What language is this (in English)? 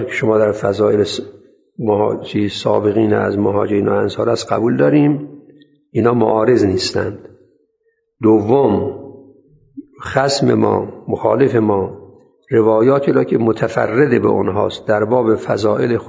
Persian